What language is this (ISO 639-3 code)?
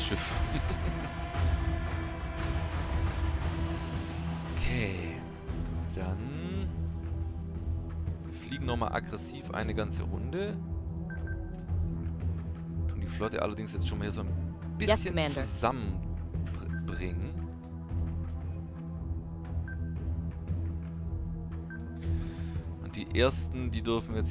deu